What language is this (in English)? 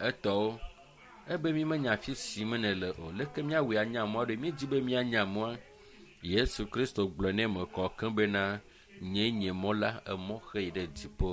Ewe